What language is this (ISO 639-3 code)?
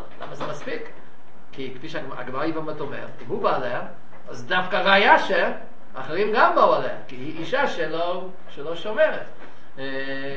heb